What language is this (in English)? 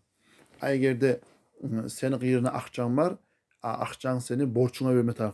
Kumyk